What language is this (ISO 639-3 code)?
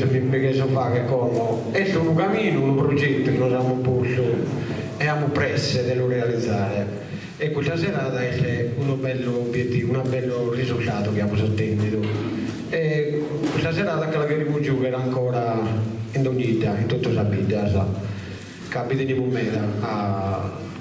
srd